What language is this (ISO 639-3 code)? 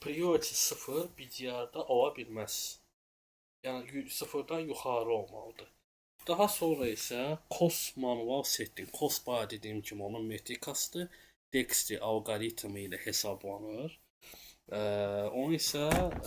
aze